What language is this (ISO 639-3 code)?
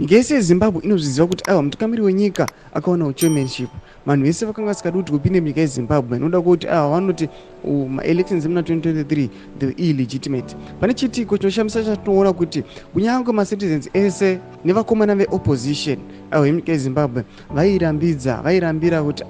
sna